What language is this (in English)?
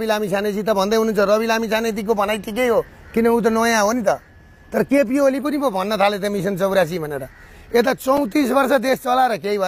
Nepali